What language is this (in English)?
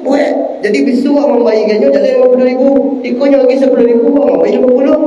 Minangkabau